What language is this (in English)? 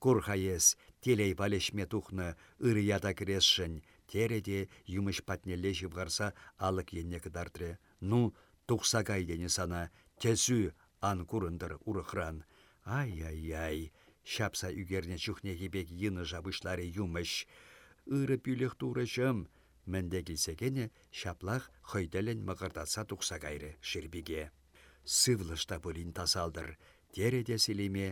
Chuvash